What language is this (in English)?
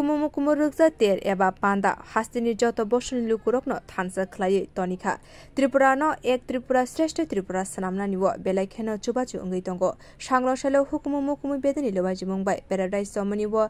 Kok Borok